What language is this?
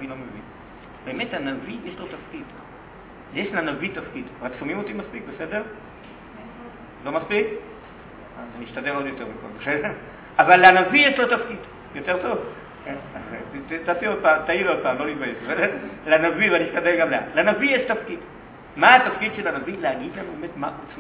Hebrew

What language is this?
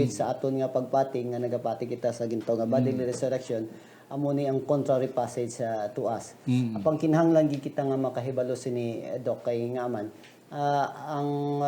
Hiligaynon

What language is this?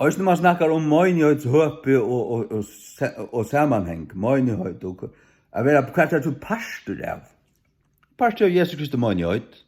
Faroese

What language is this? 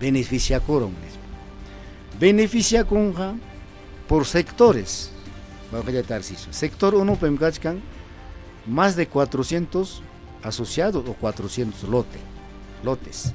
Ayacucho Quechua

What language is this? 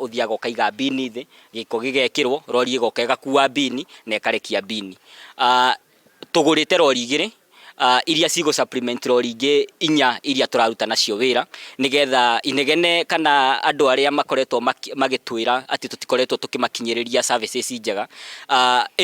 Kikuyu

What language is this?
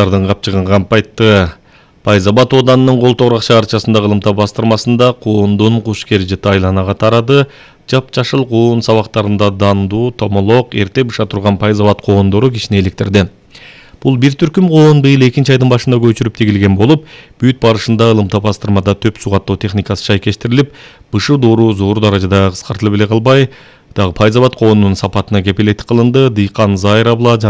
Kyrgyz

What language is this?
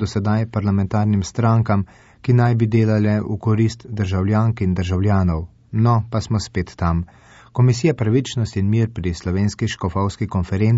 Slovenian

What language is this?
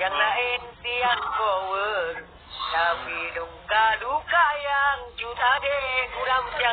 Achinese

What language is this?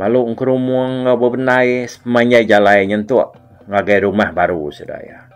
Iban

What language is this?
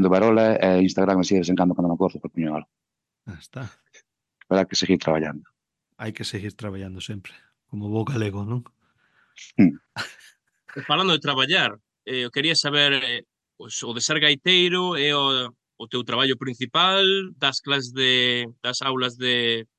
Galician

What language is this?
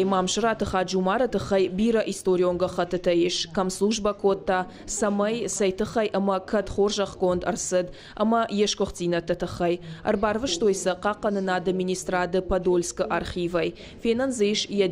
Ossetic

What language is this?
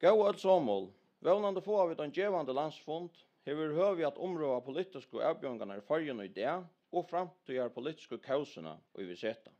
Faroese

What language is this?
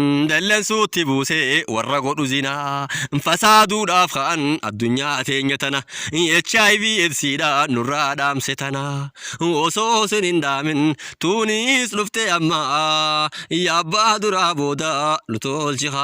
Oromo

